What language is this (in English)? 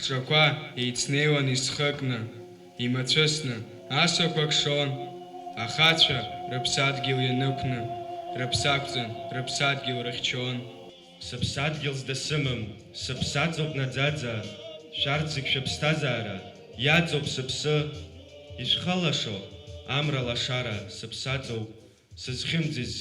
Abkhazian